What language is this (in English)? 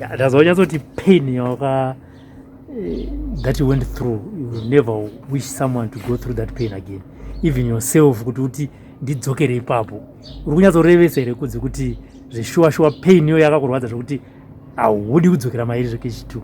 Shona